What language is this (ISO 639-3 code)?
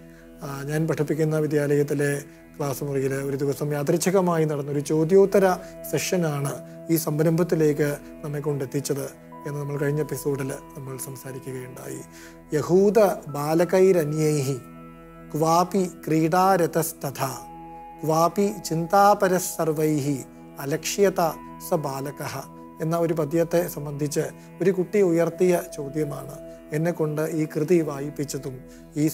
mal